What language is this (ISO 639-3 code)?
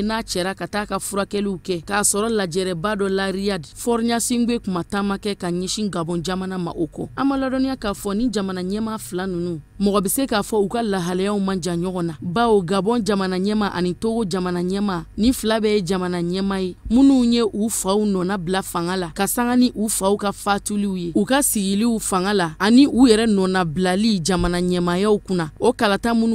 bam